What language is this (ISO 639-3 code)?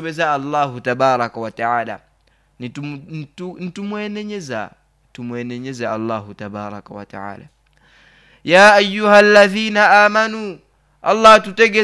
nyo